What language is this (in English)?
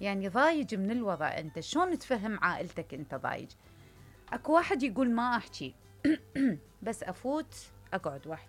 Mesopotamian Arabic